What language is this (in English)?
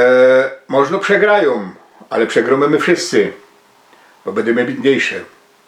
Silesian